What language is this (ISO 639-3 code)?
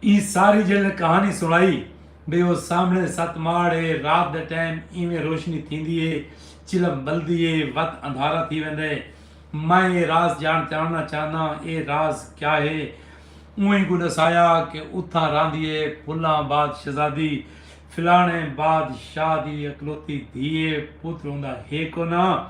skr